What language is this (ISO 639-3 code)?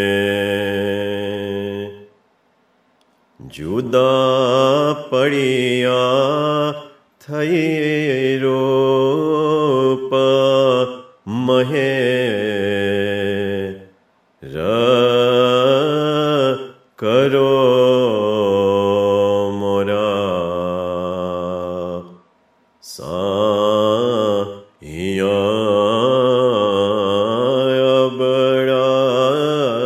guj